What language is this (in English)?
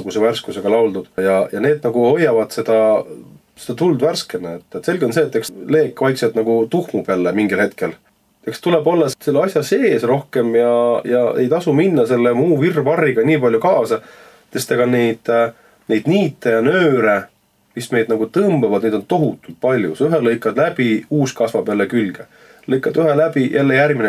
Estonian